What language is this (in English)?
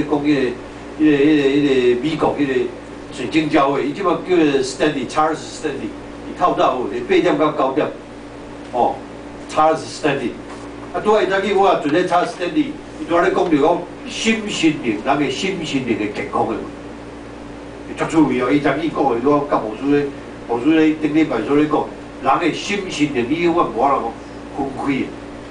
Min Nan Chinese